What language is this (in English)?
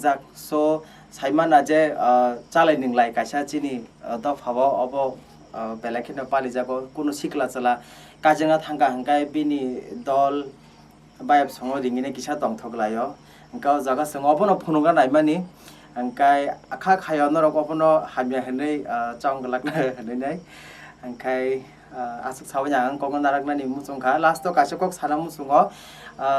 Kok Borok